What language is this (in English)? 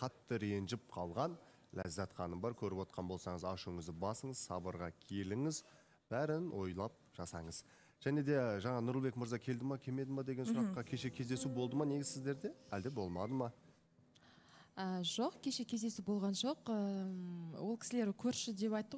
Kazakh